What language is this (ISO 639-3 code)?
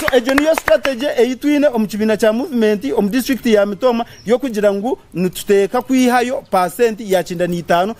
nyn